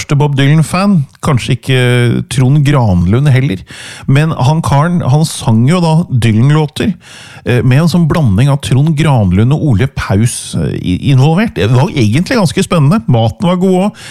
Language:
Norwegian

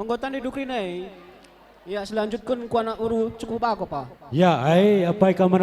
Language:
Batak Karo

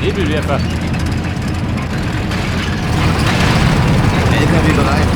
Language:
Bavarian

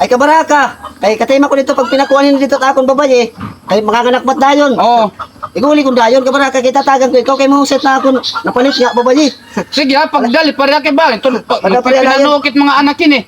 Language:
Waray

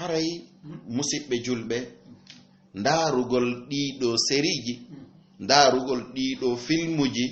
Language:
Fula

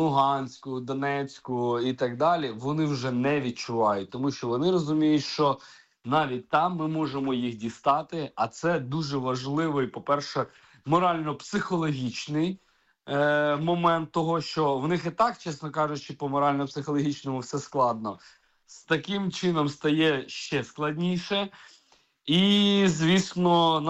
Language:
Ukrainian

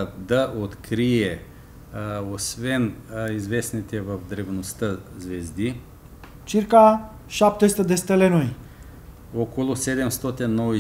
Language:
Bulgarian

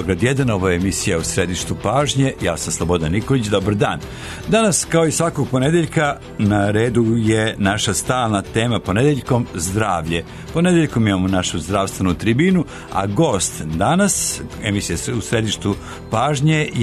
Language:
Serbian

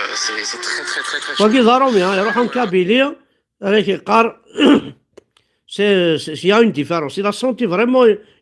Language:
Kabyle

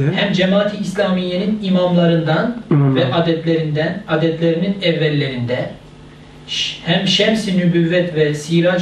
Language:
Turkish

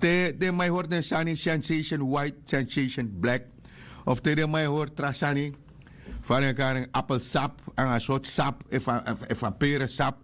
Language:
Sranan Tongo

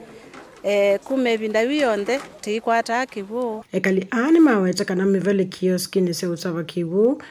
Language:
Kamba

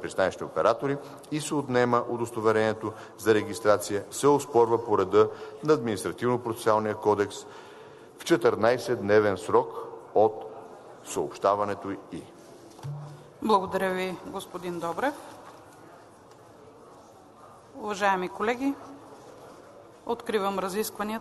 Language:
Bulgarian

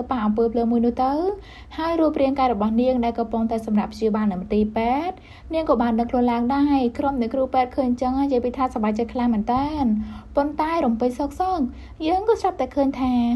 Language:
Khmer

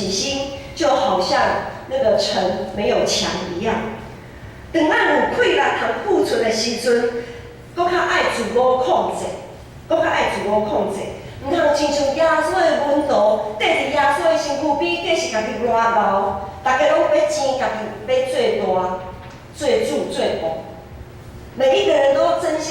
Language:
Min Nan Chinese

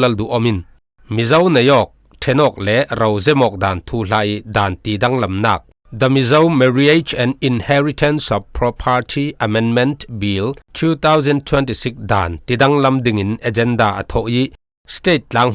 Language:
Falam Chin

